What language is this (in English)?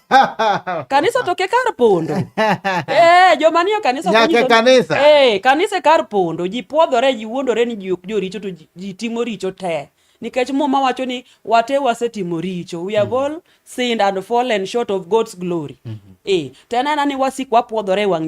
Luo (Kenya and Tanzania)